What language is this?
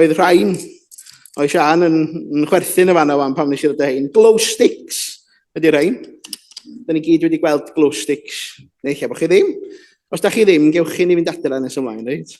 Welsh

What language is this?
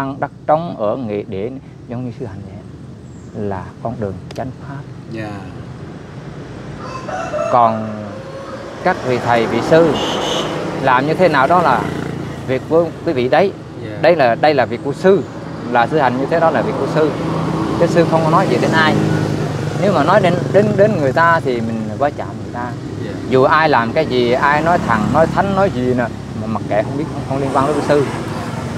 Vietnamese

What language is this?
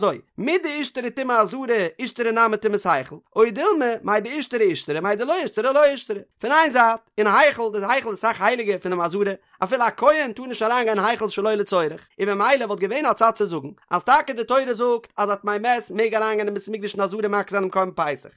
Yiddish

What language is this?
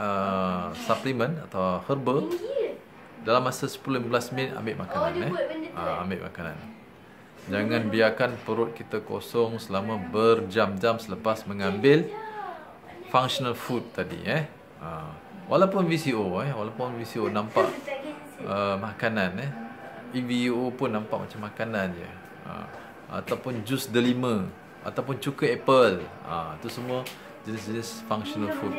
Malay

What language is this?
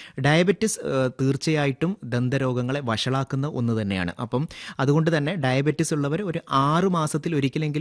Malayalam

